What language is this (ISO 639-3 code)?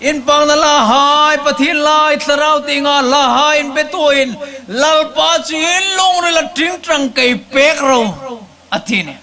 hmr